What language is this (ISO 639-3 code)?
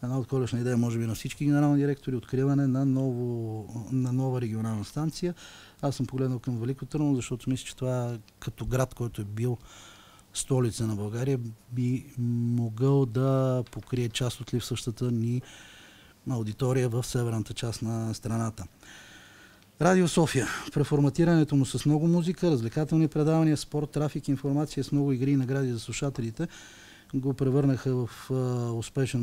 bul